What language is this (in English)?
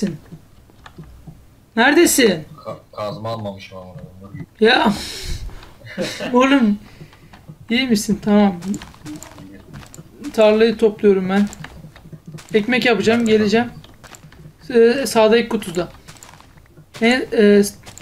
Turkish